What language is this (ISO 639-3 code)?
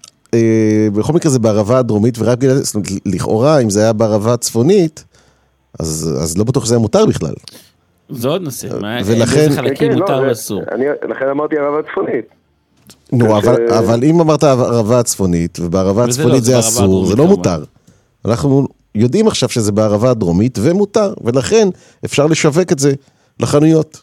heb